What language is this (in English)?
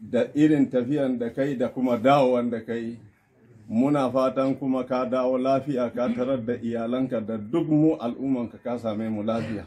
Hausa